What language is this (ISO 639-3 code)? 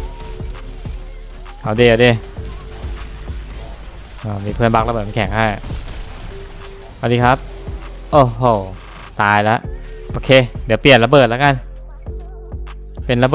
tha